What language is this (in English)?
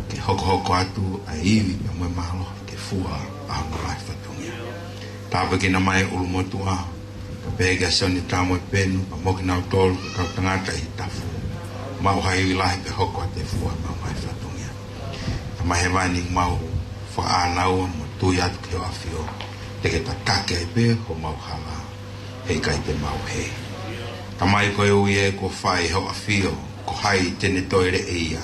Tongan